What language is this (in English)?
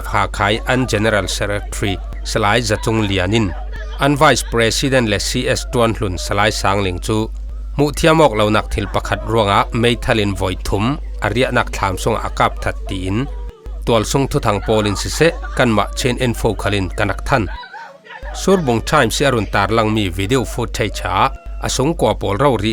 Falam Chin